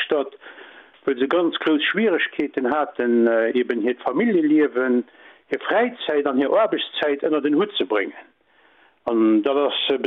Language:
Luxembourgish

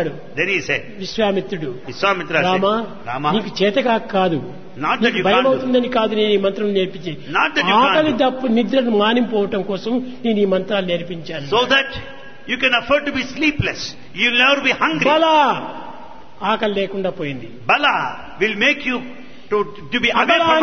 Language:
Telugu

